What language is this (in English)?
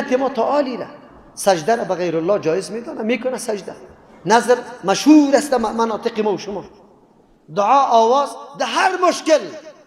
Persian